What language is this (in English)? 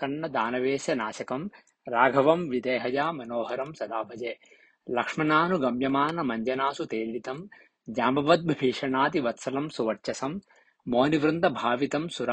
Sanskrit